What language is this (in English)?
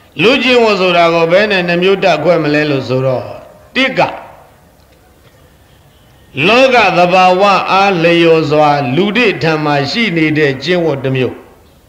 Burmese